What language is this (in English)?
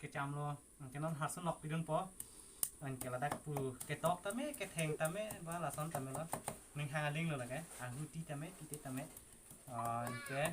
Karbi